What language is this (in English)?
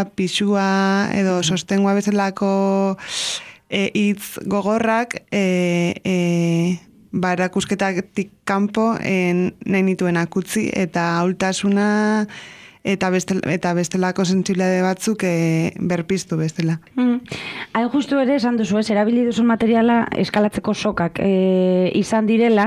Basque